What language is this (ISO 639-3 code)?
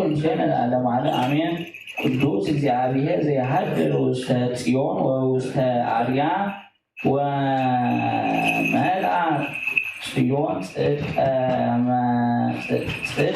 gez